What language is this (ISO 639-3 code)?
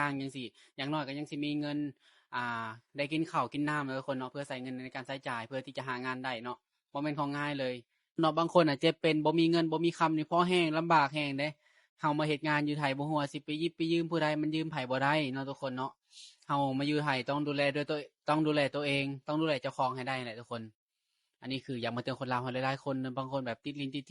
lao